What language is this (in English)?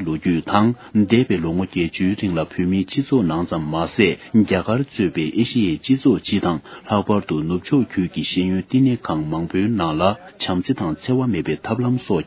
Tibetan